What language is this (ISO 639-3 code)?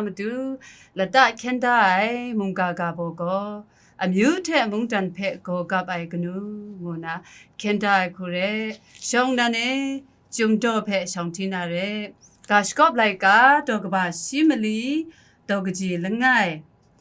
kac